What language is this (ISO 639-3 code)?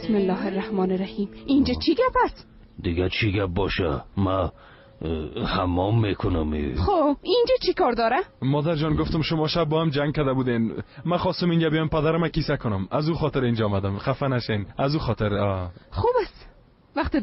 fas